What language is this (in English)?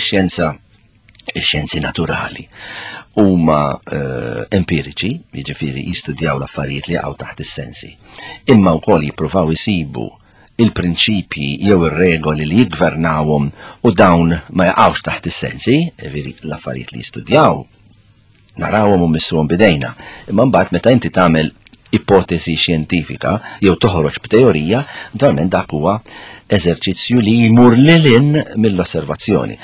Maltese